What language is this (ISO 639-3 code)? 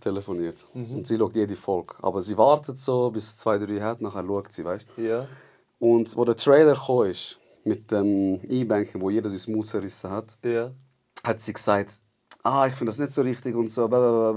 gsw